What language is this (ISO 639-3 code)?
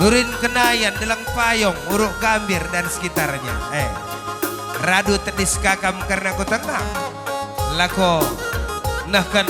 btx